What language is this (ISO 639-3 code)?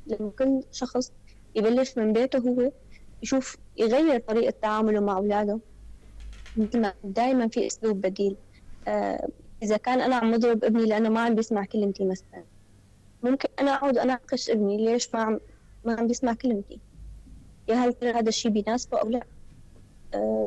apc